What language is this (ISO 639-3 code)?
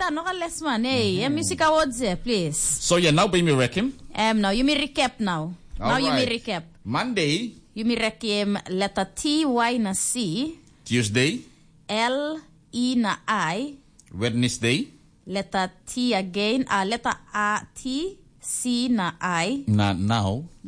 tpi